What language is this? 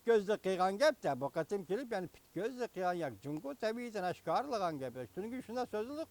Uyghur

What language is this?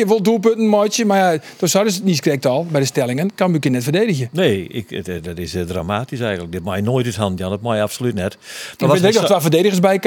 Western Frisian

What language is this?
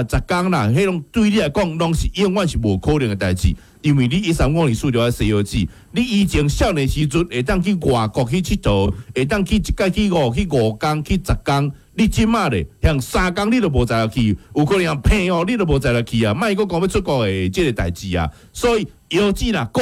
Min Nan Chinese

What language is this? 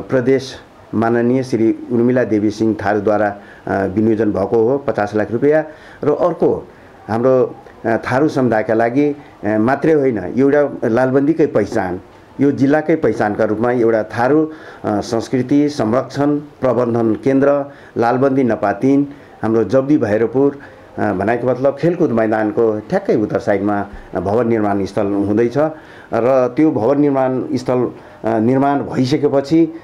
Nepali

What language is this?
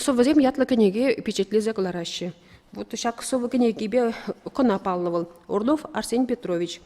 Chuvash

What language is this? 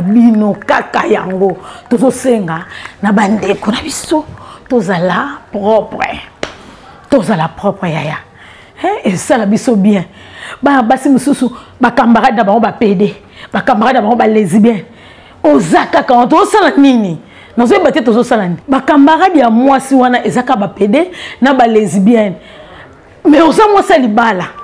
Lingala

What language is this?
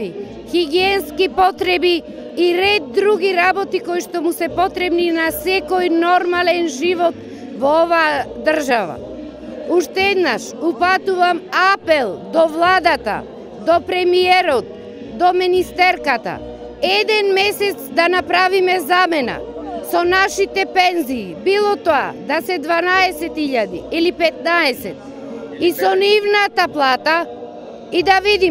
Macedonian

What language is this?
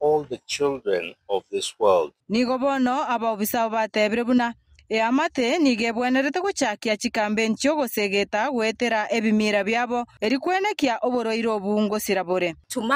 Gusii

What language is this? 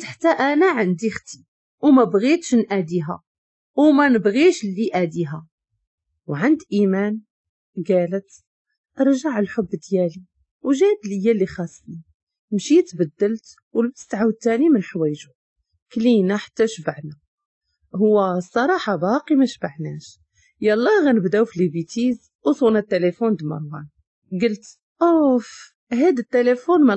Moroccan Arabic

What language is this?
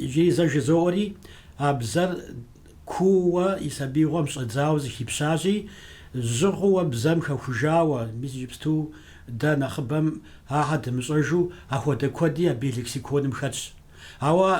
Kabardian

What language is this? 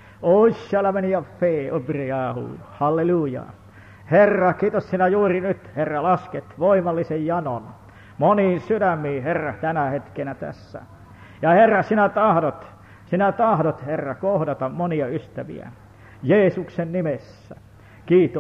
Finnish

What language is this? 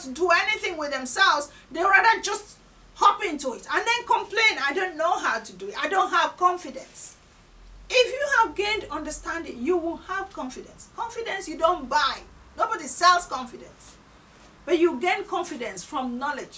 English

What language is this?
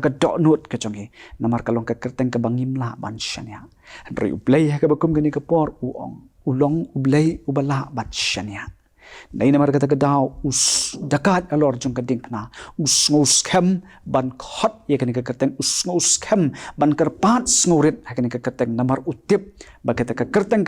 Khasi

